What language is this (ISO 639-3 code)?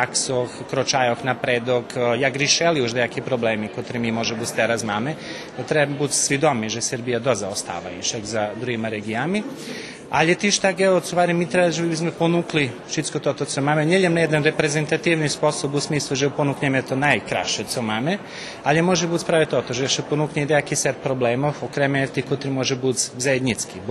rue